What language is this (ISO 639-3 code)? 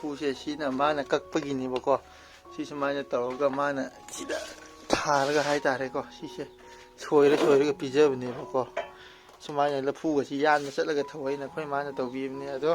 mni